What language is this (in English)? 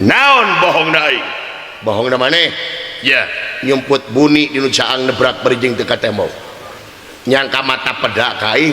Sundanese